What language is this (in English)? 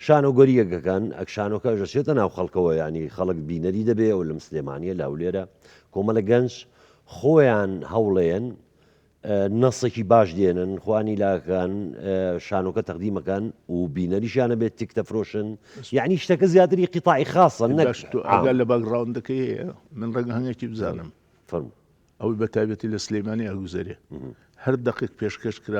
Central Kurdish